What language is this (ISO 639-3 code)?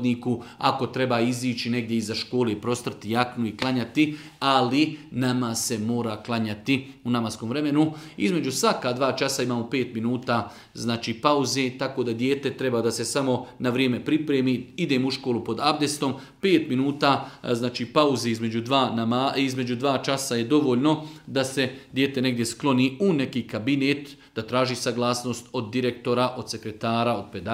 bos